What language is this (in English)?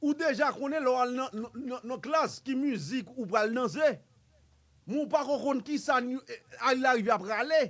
Haitian Creole